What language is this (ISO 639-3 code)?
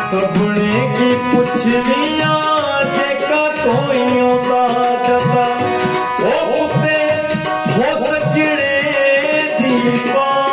doi